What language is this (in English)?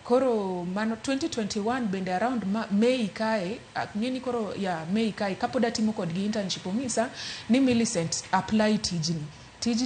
Luo (Kenya and Tanzania)